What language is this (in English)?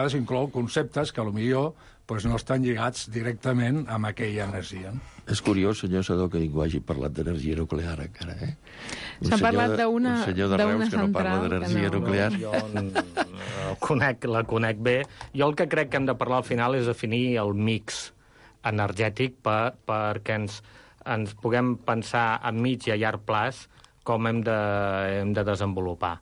Catalan